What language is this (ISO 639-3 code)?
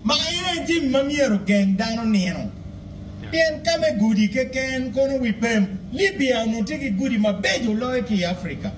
ach